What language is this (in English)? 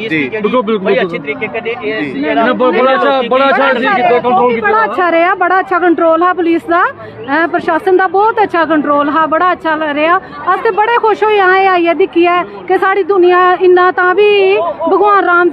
Dogri